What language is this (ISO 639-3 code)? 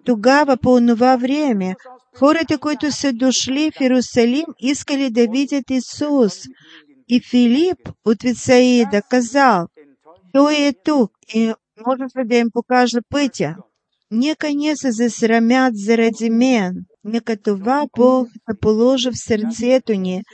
bul